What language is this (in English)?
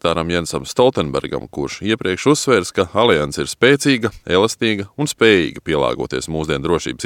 Latvian